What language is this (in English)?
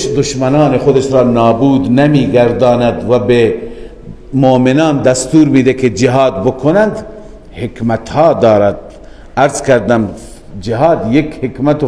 Persian